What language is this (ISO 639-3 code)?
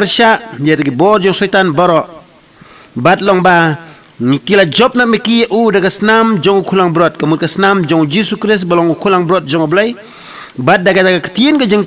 kha